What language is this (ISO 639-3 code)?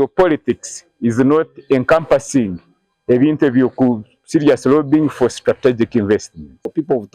nyn